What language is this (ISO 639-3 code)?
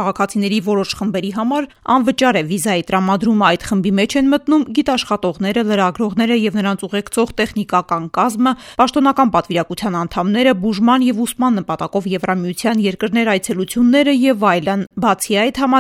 hye